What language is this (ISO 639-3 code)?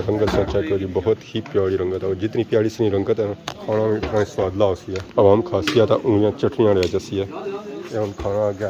phr